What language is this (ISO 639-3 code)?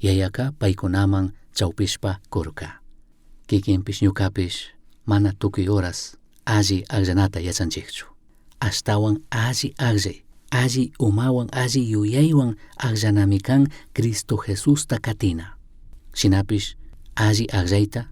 qug